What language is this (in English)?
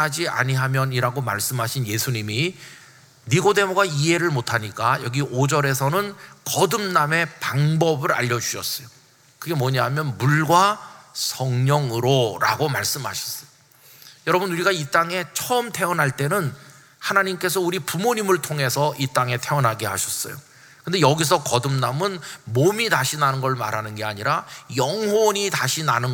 Korean